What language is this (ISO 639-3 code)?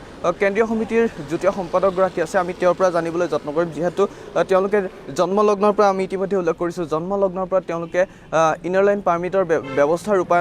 asm